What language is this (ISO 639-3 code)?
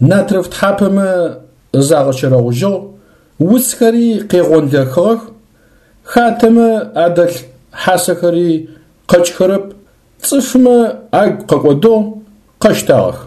ady